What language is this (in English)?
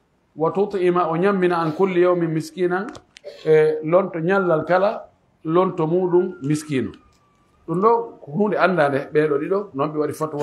Pular